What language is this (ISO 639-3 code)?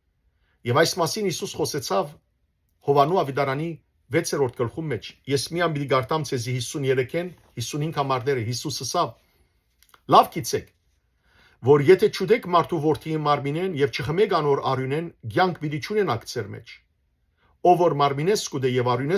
hyw